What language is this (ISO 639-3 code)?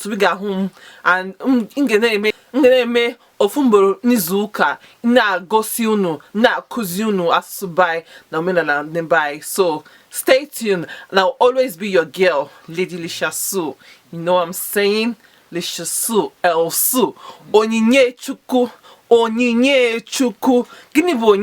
ibo